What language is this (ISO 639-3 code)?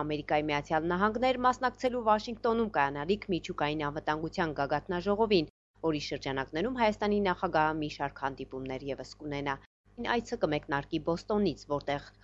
hye